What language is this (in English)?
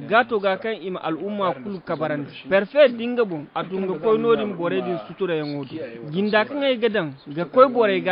Zarma